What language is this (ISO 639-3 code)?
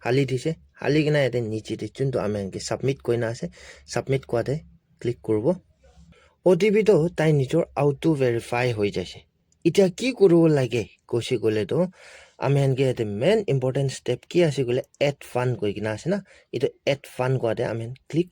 nag